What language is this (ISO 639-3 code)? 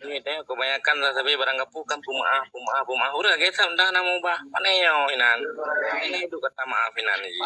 ace